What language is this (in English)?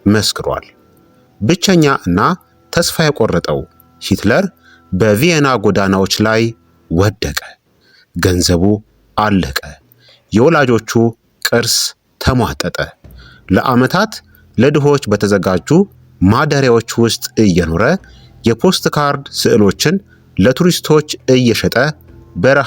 Amharic